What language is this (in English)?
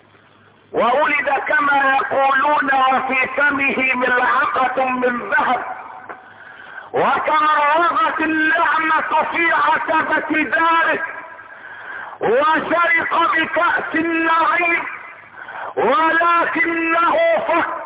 Arabic